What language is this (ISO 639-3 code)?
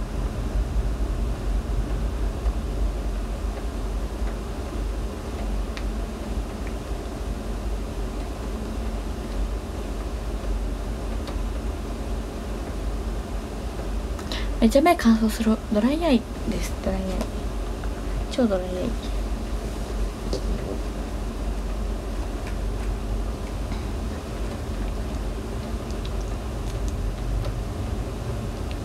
jpn